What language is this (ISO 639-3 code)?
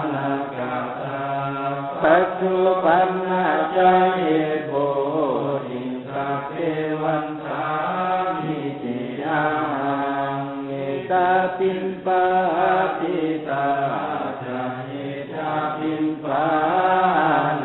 pli